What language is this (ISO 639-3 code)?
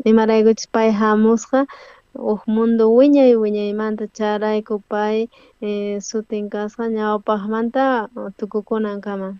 quh